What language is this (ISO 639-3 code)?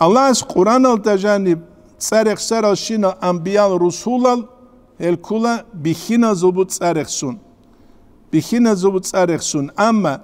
ava